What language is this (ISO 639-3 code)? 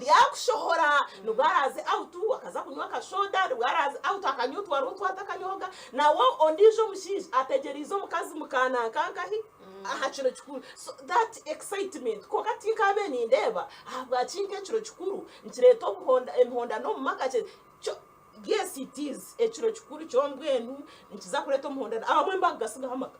nyn